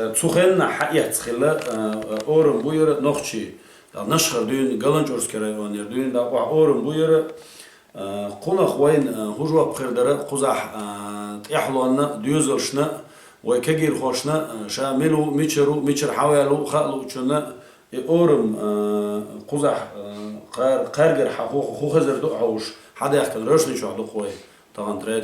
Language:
Chechen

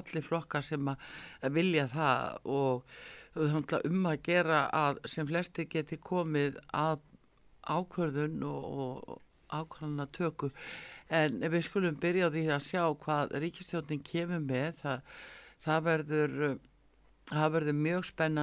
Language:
Icelandic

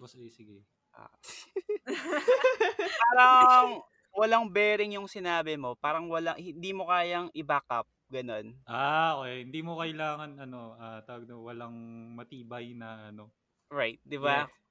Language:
Filipino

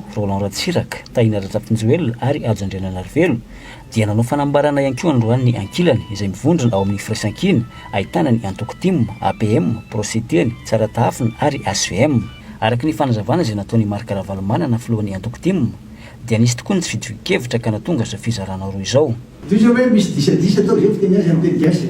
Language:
Malagasy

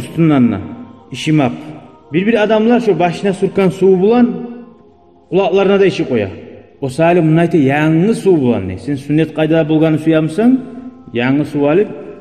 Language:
Kumyk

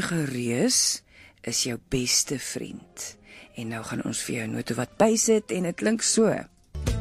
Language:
Afrikaans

